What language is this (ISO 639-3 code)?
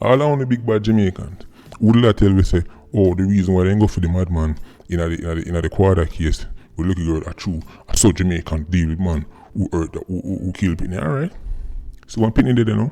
jam